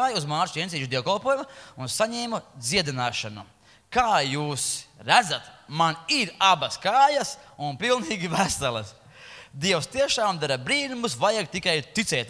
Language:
Latvian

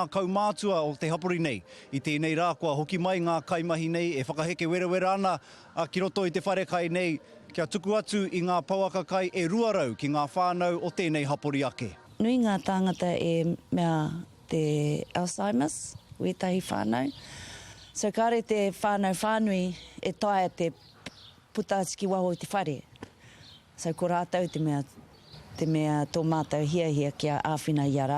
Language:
Māori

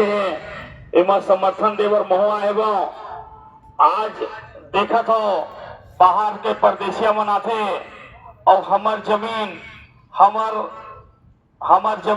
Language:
Chhattisgarhi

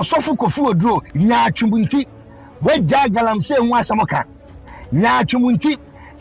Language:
Akan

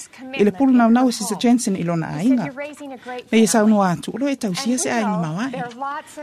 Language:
Samoan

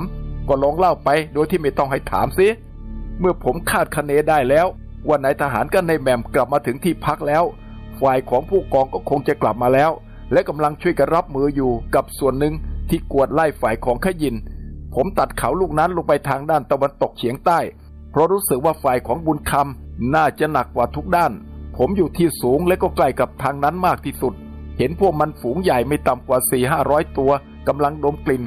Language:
Thai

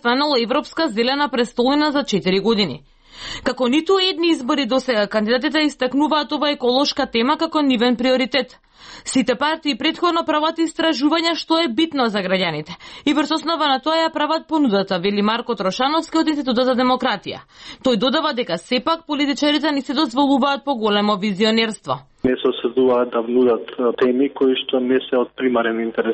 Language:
Macedonian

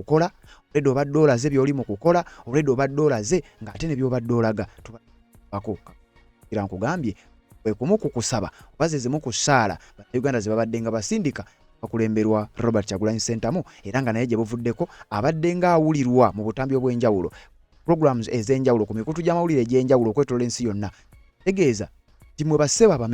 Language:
Ganda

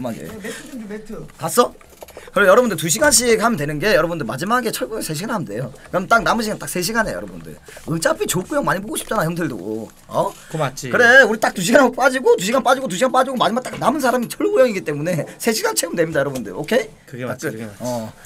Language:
Korean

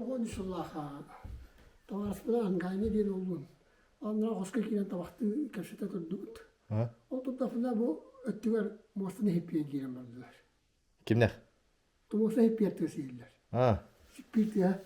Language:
Yakut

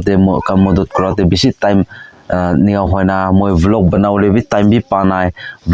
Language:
Naga Pidgin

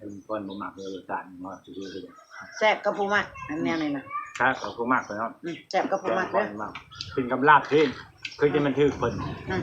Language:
Northeastern Thai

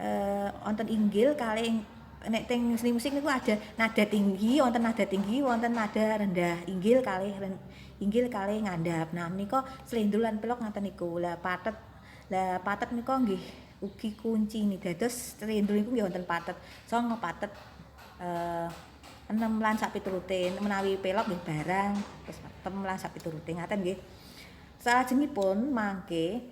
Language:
Javanese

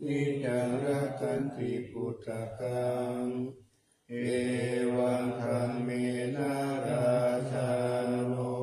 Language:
Pali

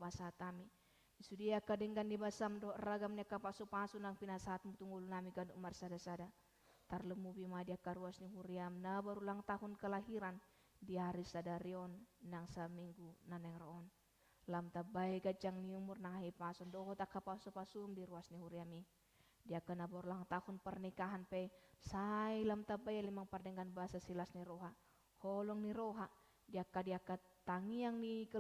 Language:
Batak Toba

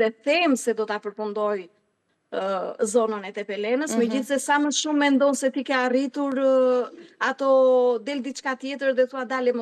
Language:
Albanian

